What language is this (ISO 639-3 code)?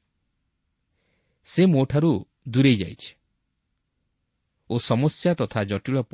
ori